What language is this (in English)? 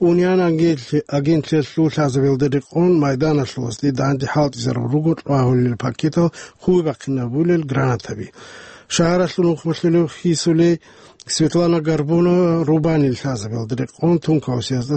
Avaric